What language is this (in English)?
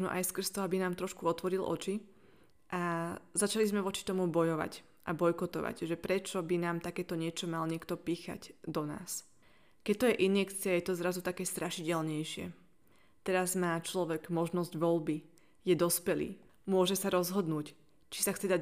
Slovak